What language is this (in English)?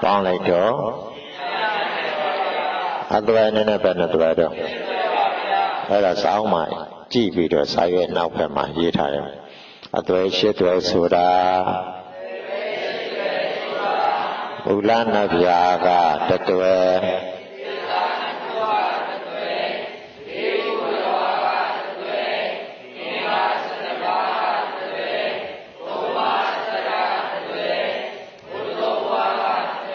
Burmese